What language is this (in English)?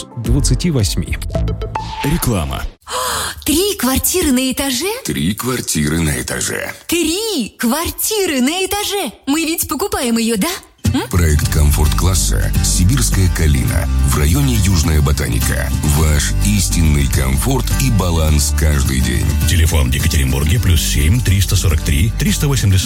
Russian